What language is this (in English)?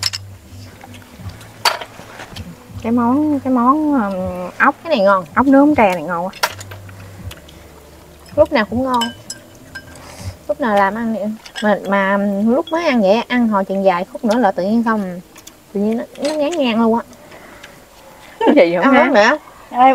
Vietnamese